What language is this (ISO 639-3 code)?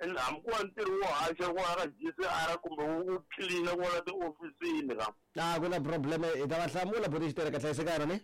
tso